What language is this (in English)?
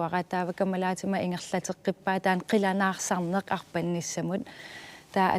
Kalaallisut